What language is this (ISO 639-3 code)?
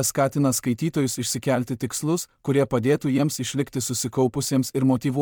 lit